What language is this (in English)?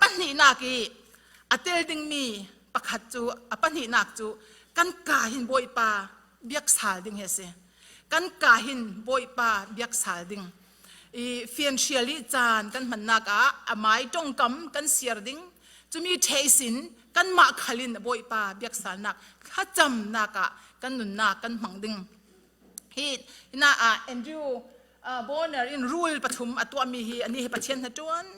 Falam Chin